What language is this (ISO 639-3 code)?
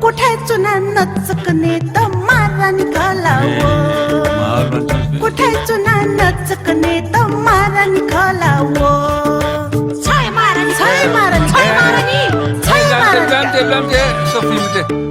new